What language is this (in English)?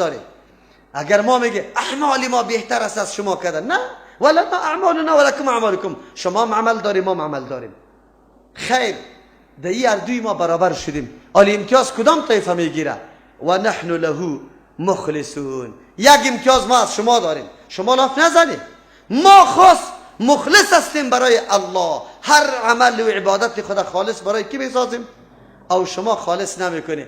Persian